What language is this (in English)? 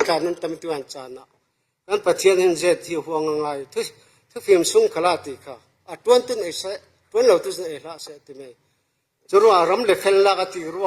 Falam Chin